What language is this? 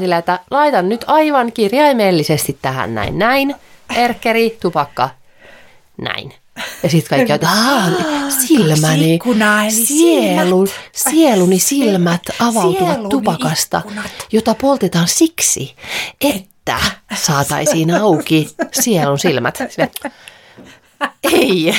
Finnish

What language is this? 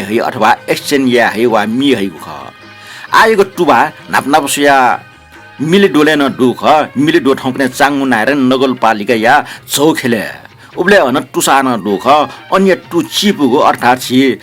Newari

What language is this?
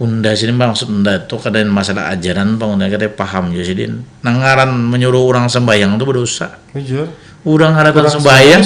Banjar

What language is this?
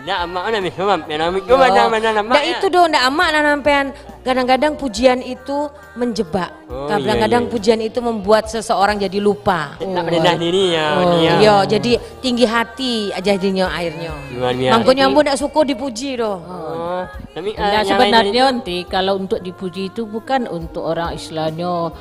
Minangkabau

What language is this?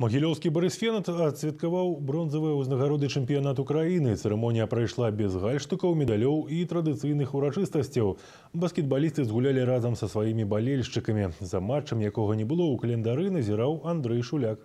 Belarusian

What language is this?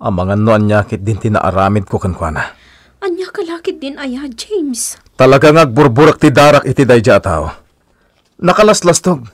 Iloko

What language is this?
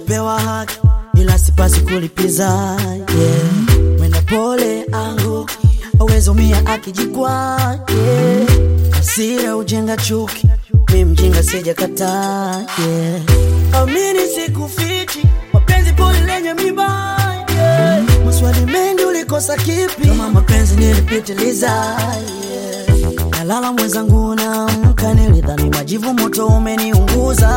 Swahili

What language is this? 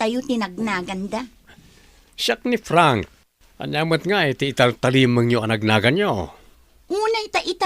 Iloko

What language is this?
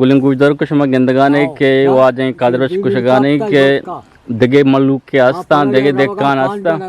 Eastern Balochi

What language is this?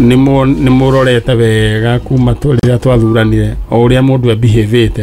Kikuyu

